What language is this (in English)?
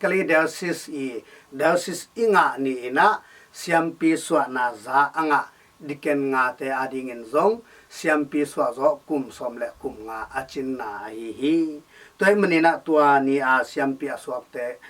Tedim Chin